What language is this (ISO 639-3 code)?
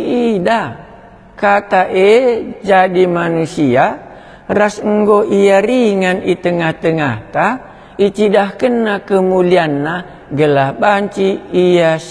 btx